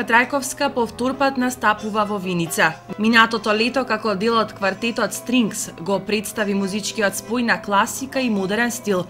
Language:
Macedonian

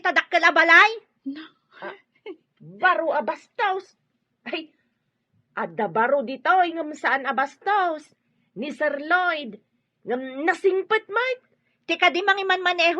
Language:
Iloko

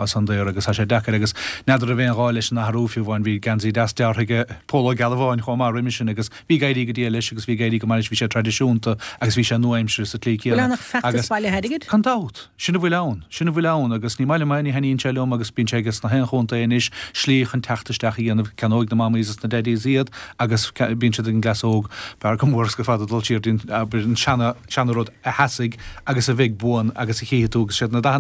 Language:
Irish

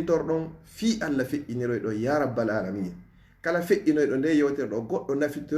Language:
Fula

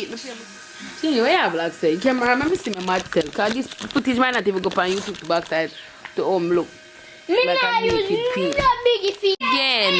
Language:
Jamaican Creole English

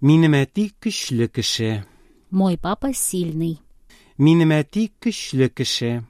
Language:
Tatar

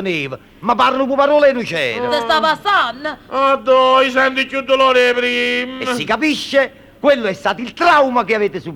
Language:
Neapolitan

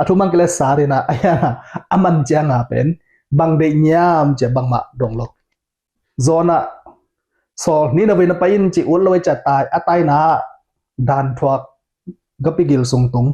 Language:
Tedim Chin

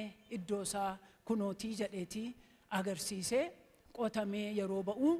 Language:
Oromo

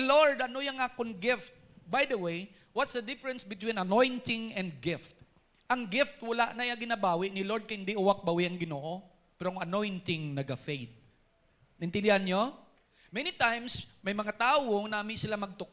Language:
Hiligaynon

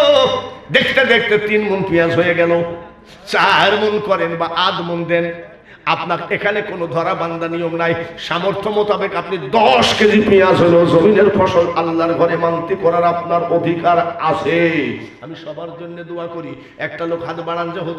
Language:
Bangla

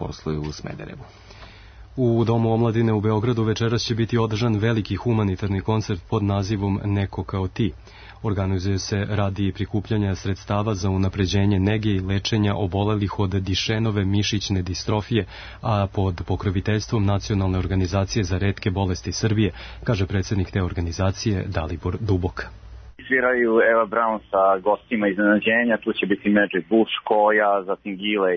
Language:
Serbian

